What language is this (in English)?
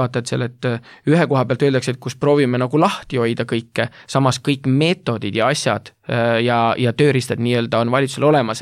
Estonian